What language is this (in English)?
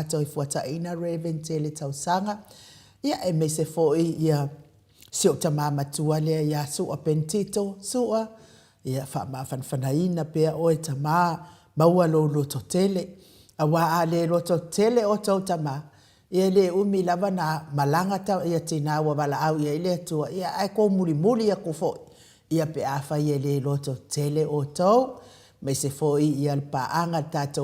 Samoan